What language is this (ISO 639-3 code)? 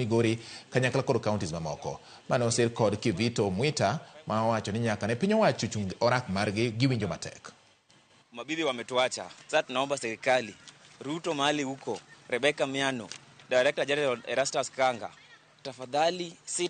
luo